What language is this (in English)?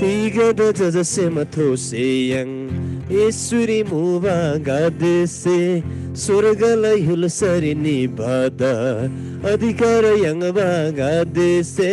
Eastern Tamang